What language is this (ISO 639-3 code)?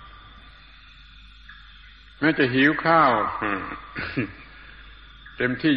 tha